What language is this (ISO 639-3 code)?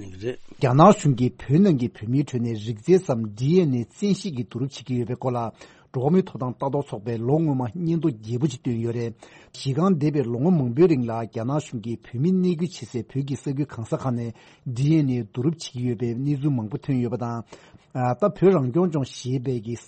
bod